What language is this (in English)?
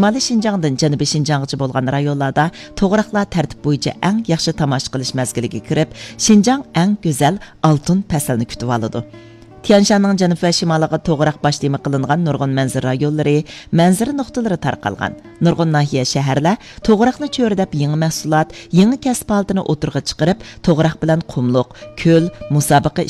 Uyghur